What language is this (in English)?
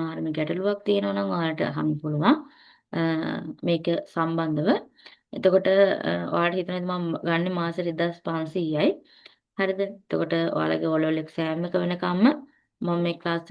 Sinhala